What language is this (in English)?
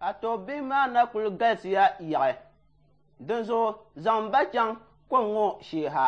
Dagbani